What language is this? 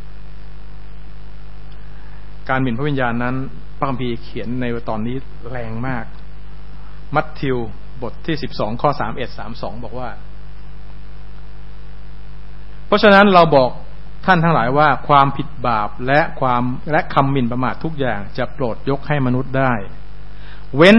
Thai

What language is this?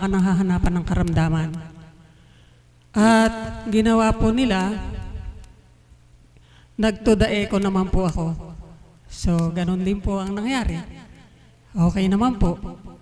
Filipino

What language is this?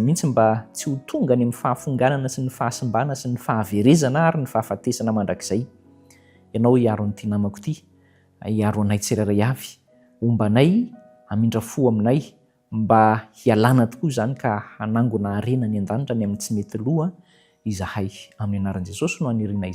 Malagasy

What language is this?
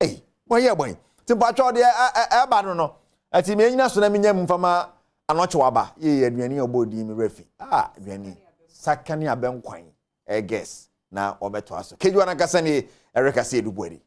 Akan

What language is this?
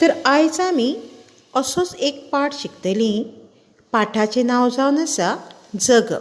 Konkani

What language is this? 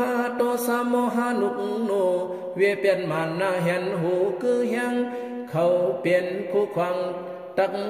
Shan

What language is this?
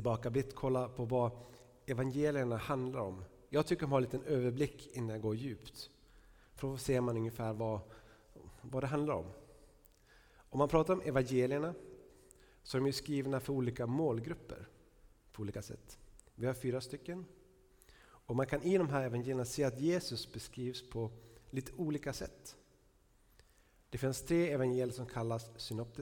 Swedish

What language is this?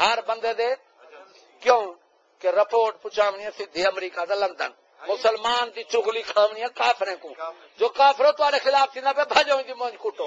Saraiki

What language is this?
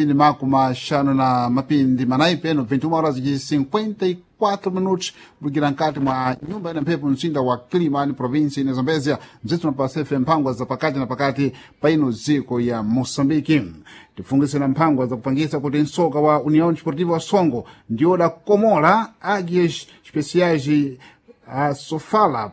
Sena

